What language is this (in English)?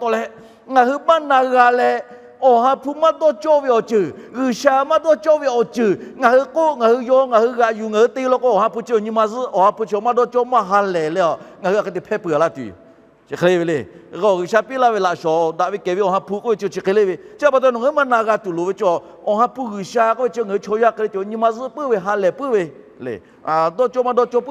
Lahu